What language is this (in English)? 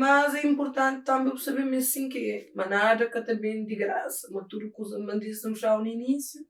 Kabuverdianu